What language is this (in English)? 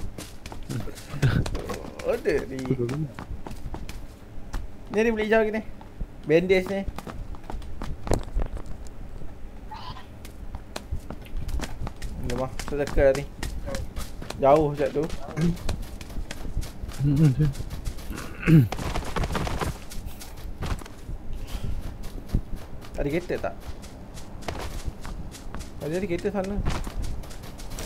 Malay